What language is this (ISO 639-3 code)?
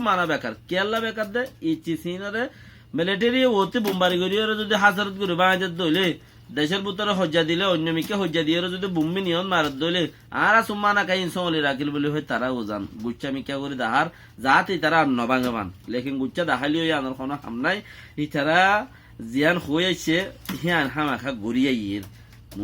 rhg